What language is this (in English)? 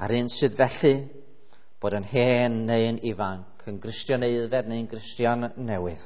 Welsh